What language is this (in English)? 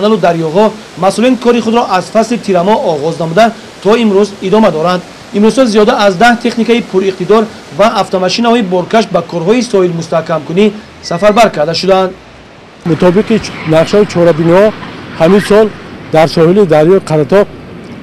Tajik